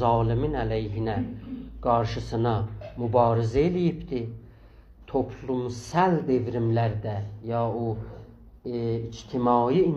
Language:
South Azerbaijani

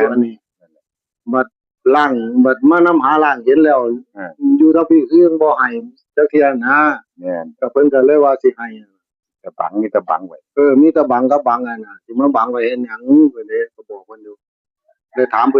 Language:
Northeastern Thai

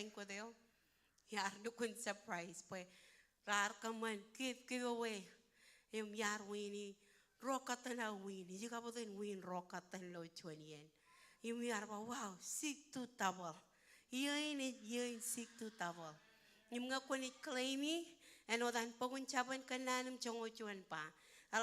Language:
Marshallese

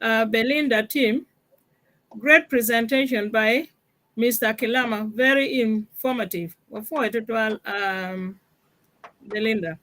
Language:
Acoli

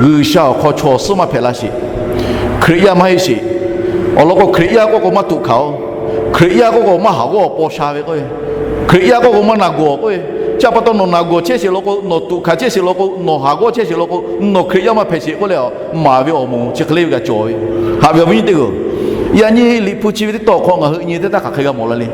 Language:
Lahu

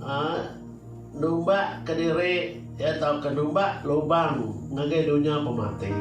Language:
Iban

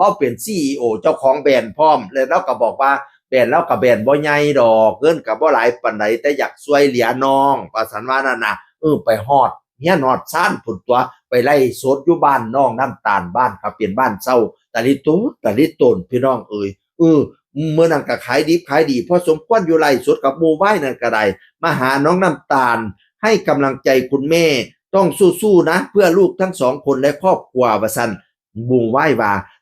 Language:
Northeastern Thai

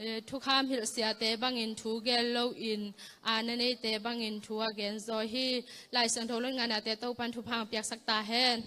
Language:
Tedim Chin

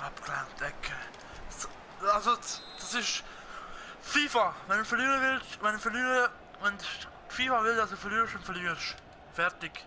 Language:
Swiss German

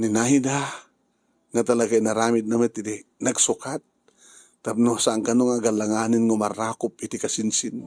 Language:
Iloko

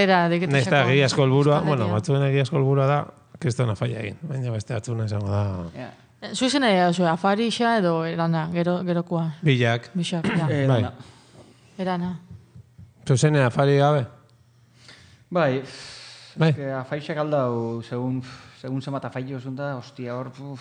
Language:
Basque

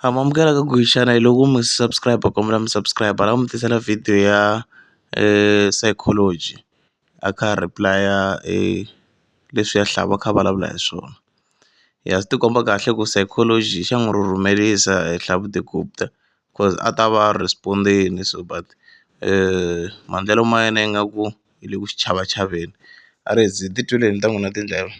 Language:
Tsonga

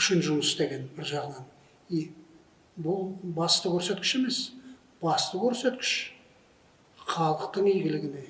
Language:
Kazakh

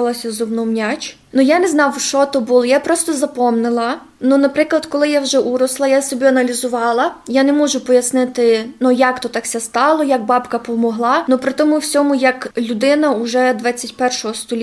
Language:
Rusyn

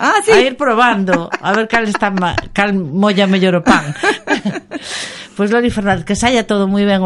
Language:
Galician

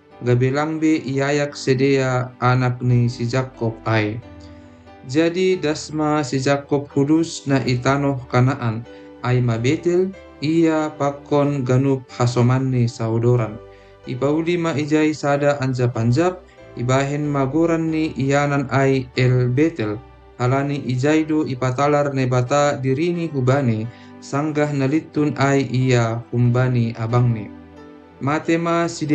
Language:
Batak Simalungun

